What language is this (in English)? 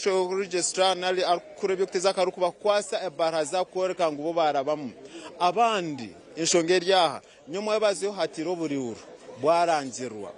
Nyankole